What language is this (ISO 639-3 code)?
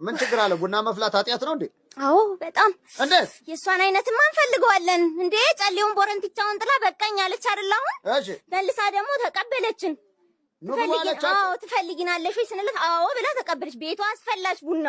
amh